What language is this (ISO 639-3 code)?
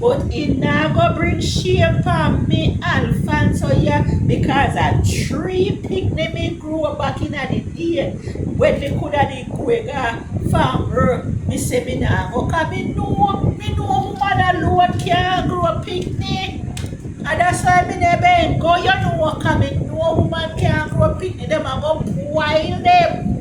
jam